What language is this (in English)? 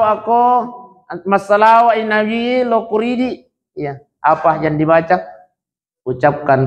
Buginese